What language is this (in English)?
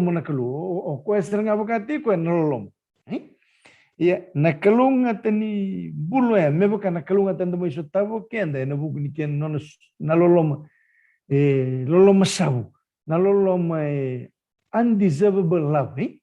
Fijian